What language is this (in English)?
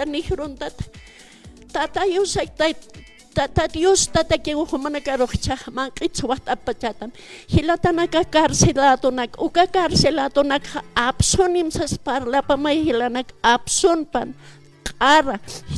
Aymara